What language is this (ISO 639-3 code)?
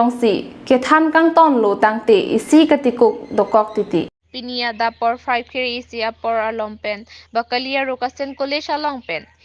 mjw